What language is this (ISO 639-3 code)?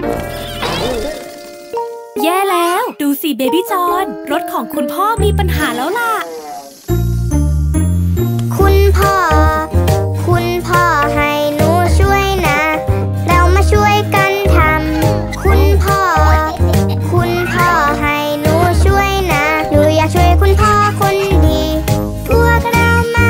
tha